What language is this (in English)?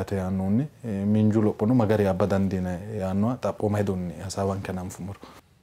Sidamo